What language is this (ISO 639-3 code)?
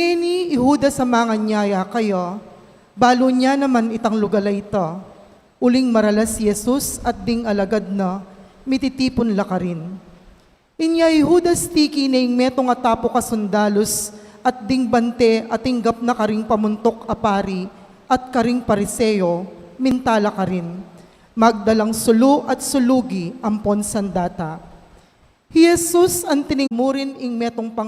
pam